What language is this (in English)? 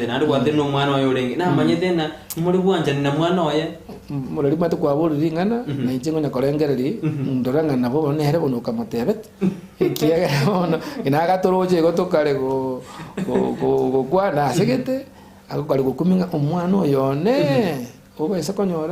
Gusii